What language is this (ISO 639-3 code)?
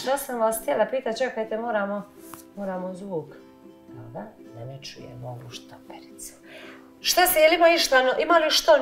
hrv